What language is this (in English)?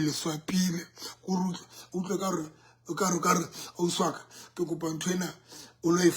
Southern Sotho